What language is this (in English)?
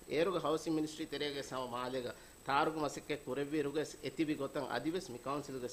Divehi